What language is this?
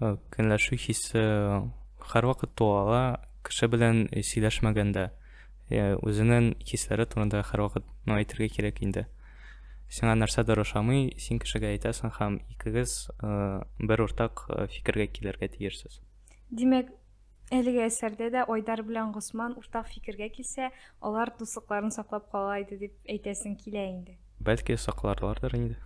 Tatar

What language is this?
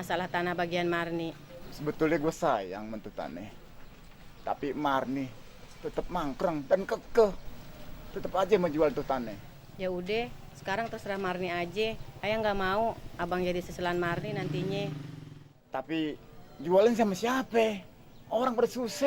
Betawi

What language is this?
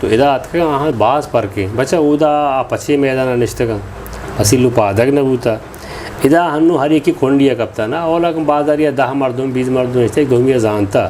Eastern Balochi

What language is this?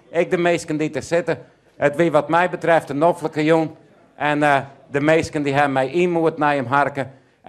Western Frisian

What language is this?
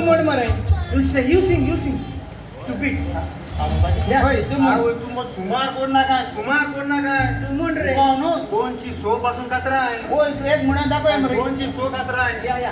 Konkani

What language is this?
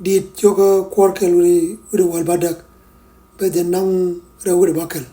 Nuer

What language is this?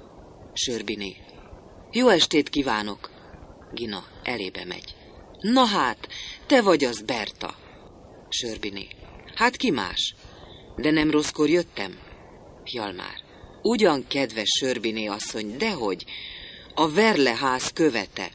Hungarian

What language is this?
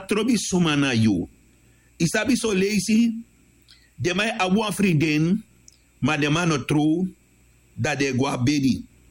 Sranan Tongo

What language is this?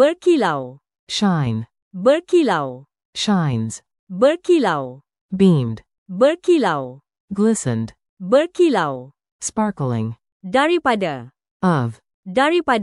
Malay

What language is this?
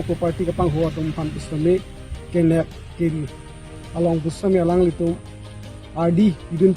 Karbi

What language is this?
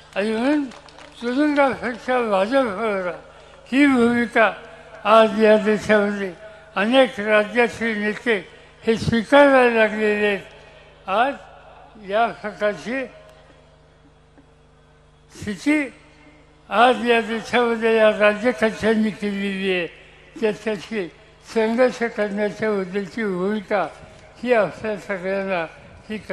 Marathi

